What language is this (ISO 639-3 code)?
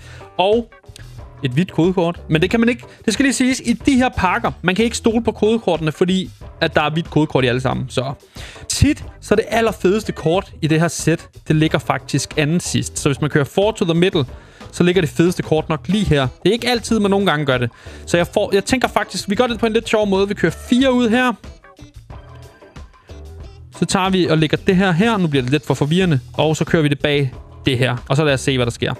dan